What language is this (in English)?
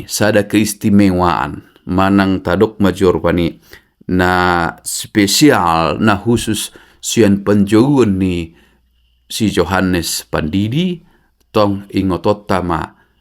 Batak Toba